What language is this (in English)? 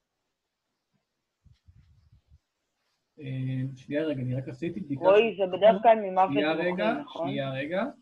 Hebrew